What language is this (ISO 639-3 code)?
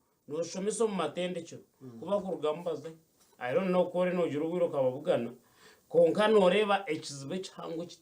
nyn